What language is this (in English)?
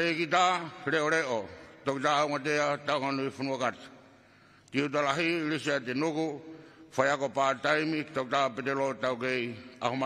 Tongan